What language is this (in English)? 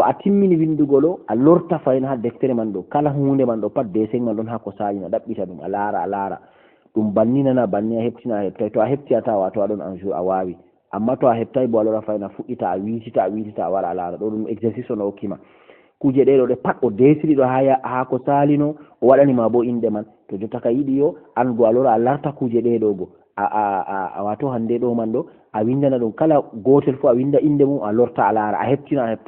Fula